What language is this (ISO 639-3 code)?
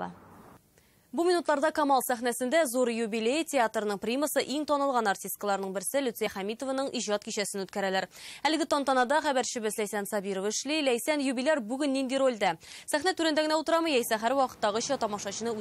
tat